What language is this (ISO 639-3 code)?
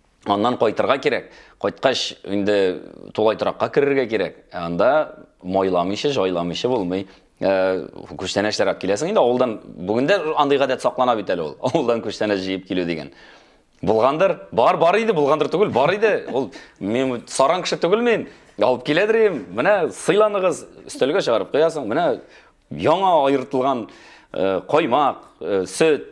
tat